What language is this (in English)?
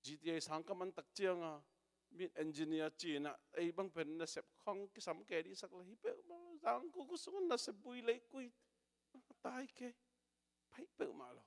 Tedim Chin